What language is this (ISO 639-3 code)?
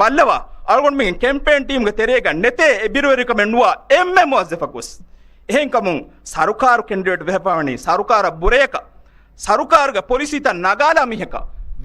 div